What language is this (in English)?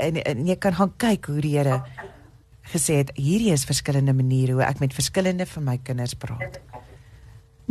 Afrikaans